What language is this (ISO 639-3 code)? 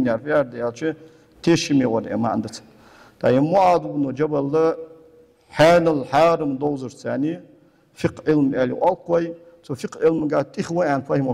inh